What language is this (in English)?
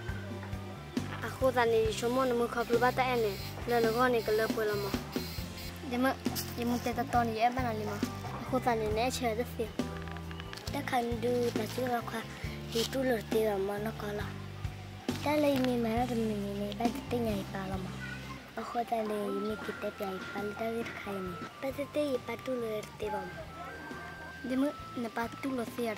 S'gaw Karen